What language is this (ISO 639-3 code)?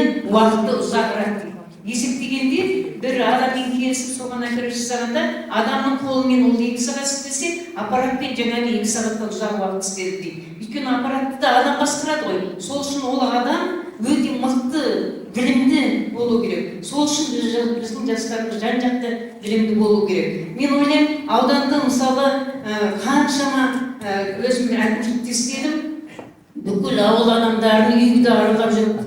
kaz